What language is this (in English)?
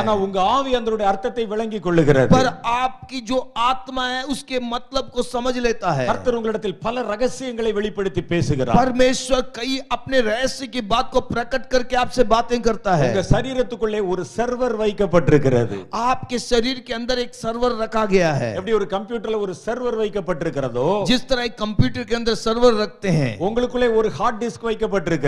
Tamil